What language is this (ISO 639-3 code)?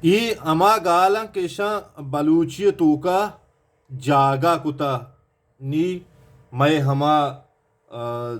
bal